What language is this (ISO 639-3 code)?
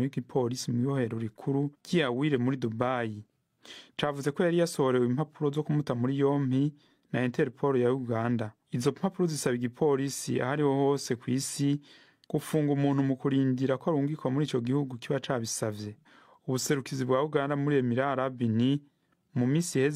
run